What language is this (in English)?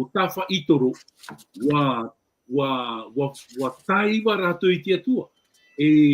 Tahitian